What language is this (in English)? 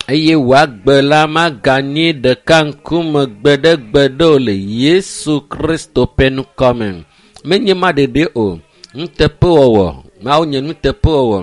Ewe